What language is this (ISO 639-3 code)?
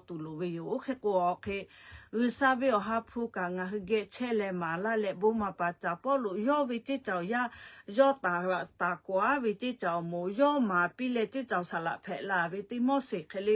lhu